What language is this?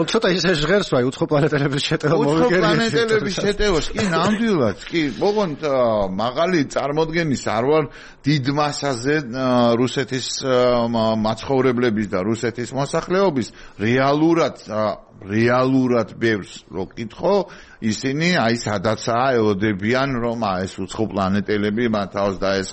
Georgian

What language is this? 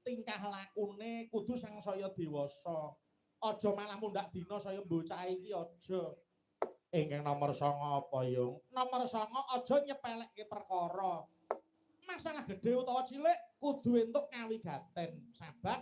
Javanese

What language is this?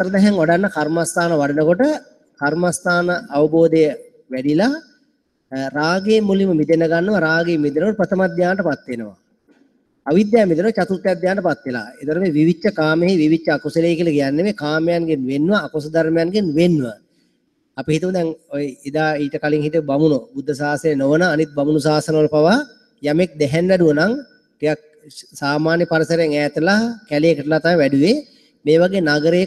Sinhala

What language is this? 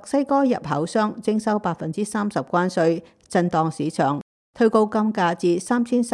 Cantonese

